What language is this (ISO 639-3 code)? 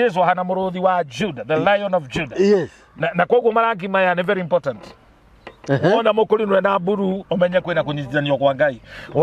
kik